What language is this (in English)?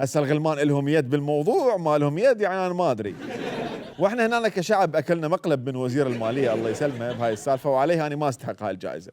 Mesopotamian Arabic